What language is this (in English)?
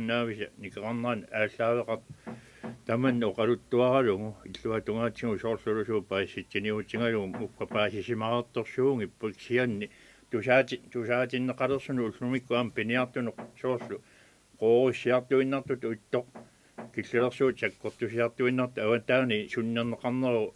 Kalaallisut